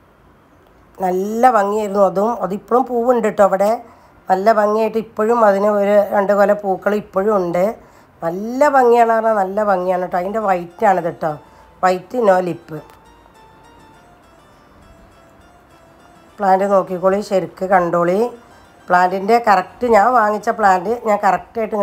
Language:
Malayalam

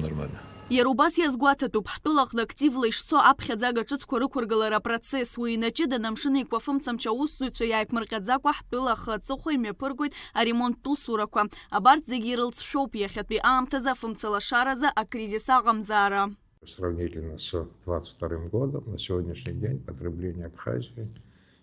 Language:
Abkhazian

